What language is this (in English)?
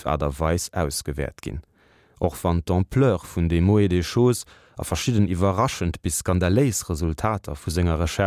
Luxembourgish